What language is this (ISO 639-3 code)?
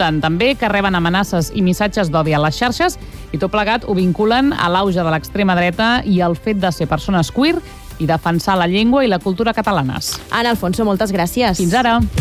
cat